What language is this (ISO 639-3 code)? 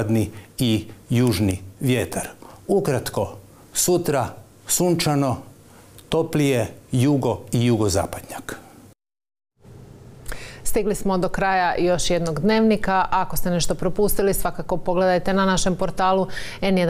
hrv